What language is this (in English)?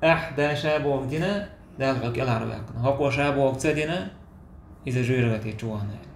Chechen